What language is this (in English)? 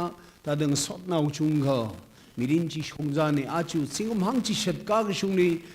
Tangkhul Naga (India)